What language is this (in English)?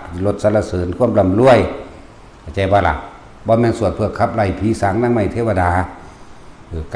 Northeastern Thai